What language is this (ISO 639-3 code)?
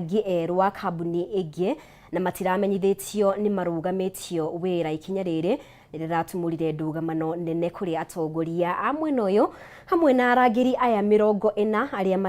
kik